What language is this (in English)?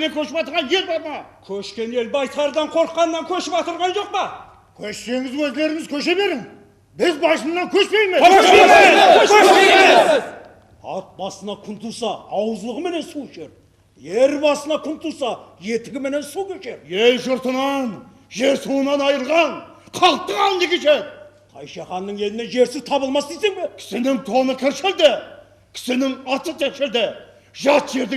Kara-Kalpak